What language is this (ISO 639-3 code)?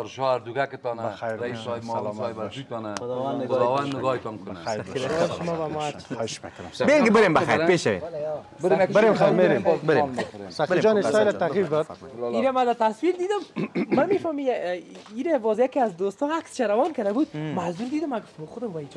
fas